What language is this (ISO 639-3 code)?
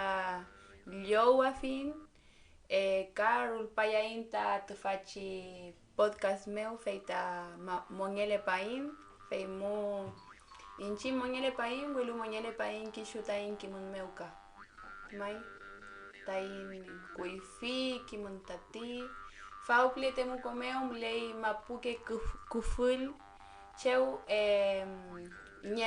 arn